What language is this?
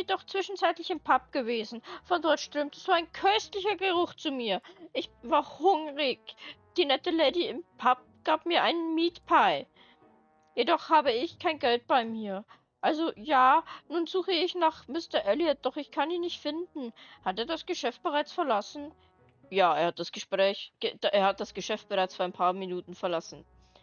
Bavarian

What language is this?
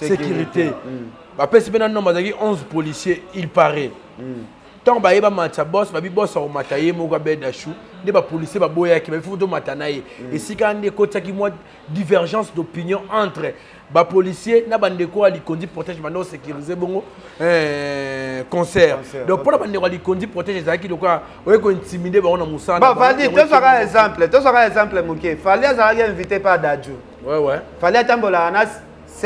Lingala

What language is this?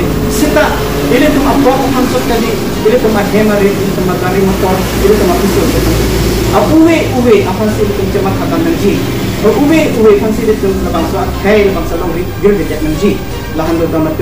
Karbi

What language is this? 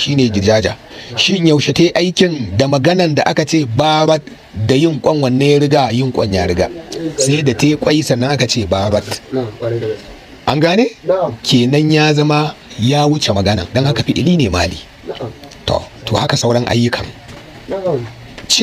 Hausa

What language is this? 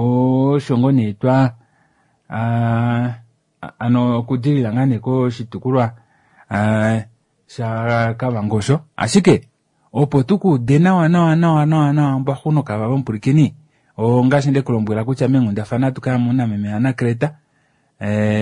Kuanyama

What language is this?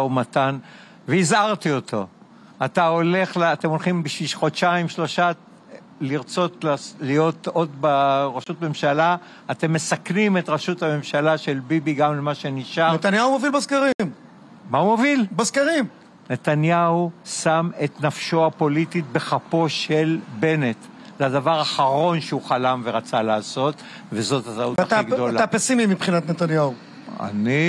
Hebrew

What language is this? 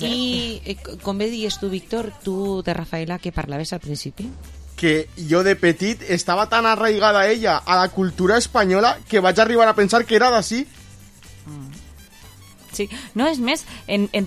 Catalan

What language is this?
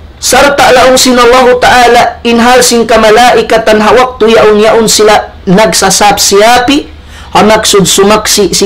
Tausug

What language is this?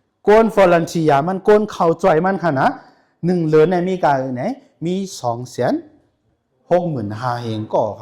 Shan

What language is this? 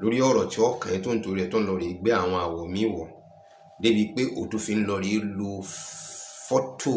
Yoruba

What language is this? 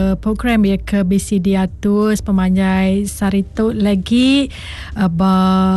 Iban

